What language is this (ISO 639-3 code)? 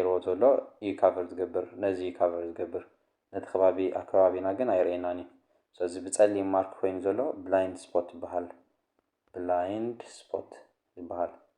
tir